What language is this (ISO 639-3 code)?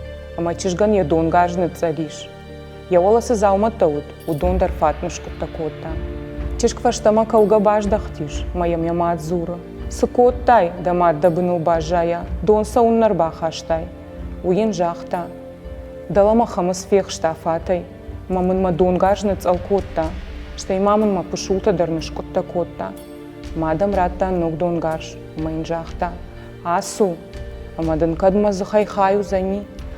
oss